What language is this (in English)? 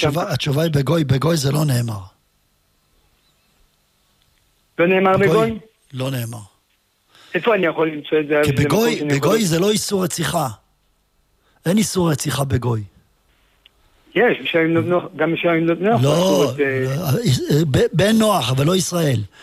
Hebrew